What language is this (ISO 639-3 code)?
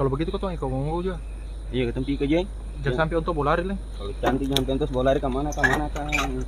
abs